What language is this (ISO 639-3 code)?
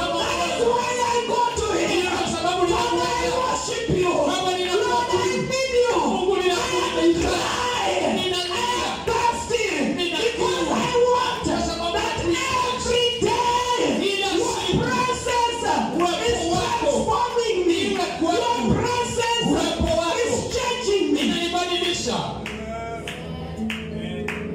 swa